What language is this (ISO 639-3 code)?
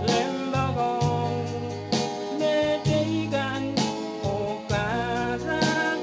pon